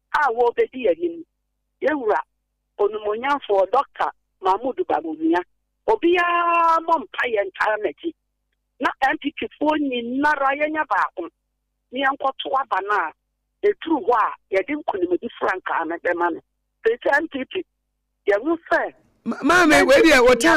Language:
Akan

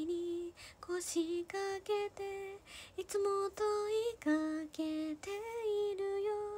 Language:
Japanese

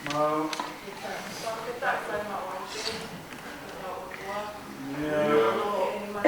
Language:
Tongan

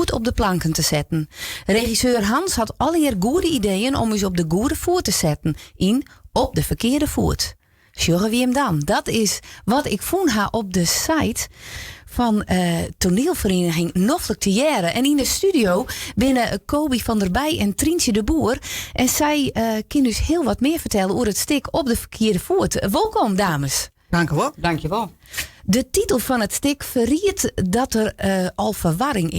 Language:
Western Frisian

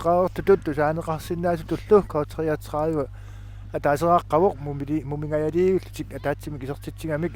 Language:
Kalaallisut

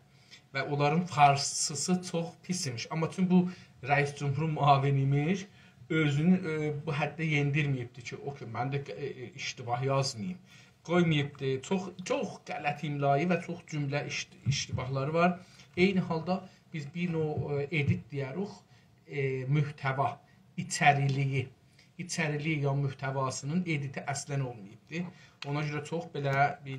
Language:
South Azerbaijani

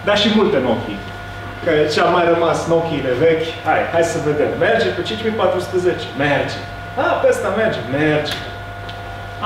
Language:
Romanian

